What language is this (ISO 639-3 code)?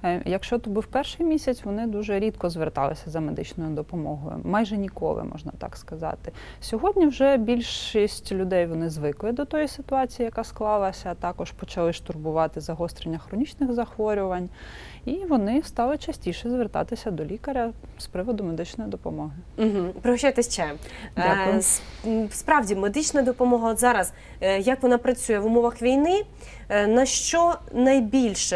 ukr